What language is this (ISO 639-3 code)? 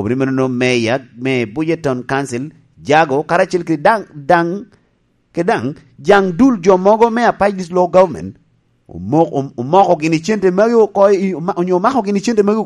laj